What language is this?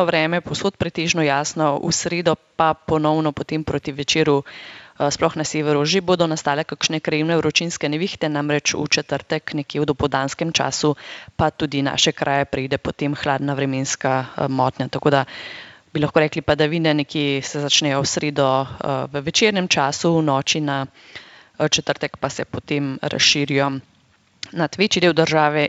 Slovenian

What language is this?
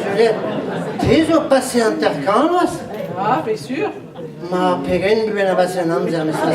Breton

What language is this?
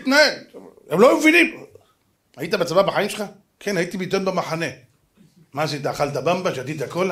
Hebrew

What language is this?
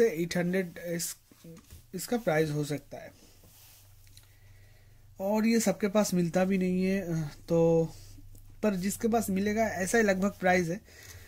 Hindi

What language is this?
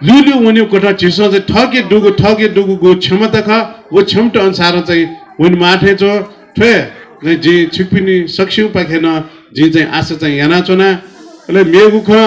Newari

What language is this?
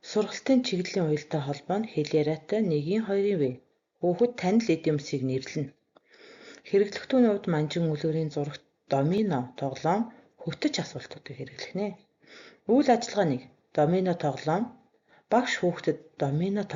Mongolian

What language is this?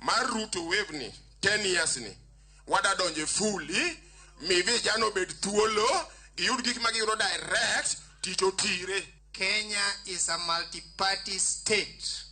Luo (Kenya and Tanzania)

